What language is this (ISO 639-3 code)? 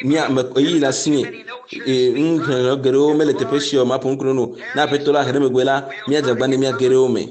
ewe